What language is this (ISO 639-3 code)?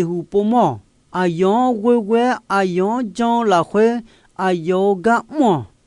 ahk